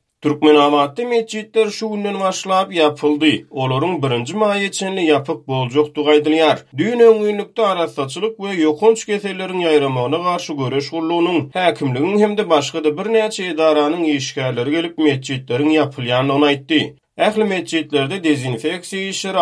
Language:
Turkmen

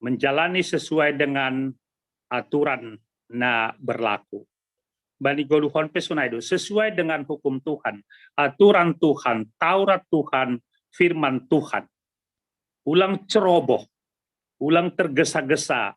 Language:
Batak Simalungun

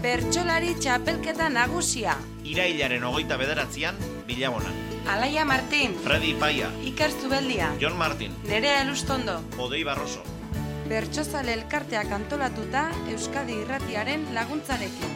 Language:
Basque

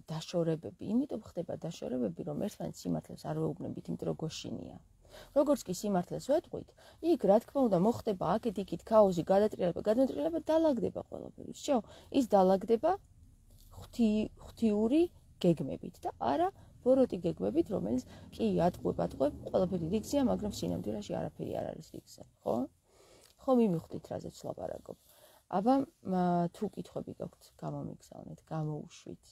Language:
Georgian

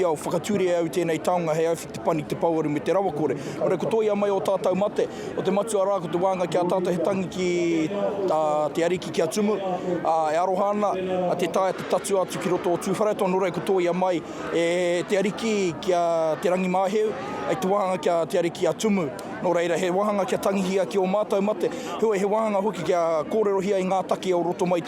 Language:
Māori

